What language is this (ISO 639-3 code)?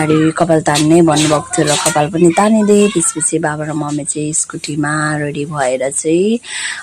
nep